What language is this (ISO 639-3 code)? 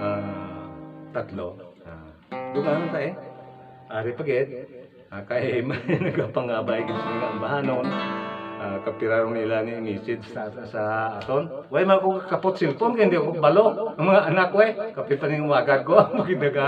hil